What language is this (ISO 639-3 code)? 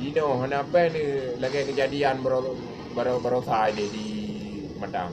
ace